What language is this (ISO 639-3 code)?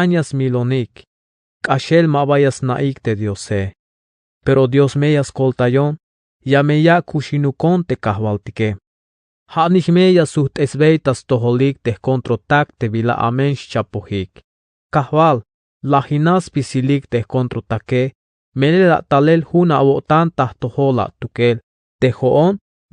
tzh